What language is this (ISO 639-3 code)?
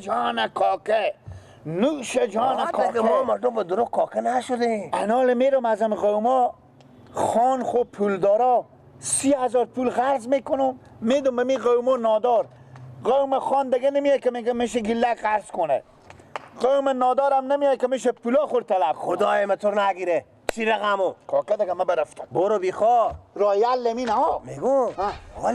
fas